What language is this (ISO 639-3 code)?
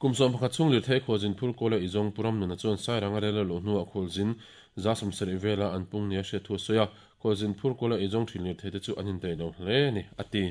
lus